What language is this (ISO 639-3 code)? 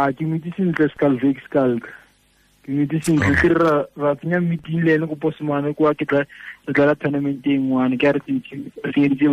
tsn